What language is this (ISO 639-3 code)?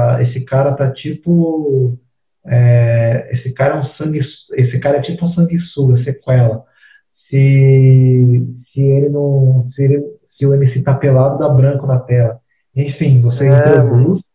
por